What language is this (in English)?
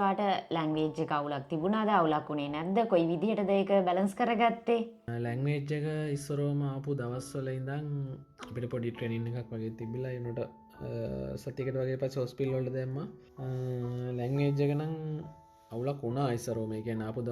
Sinhala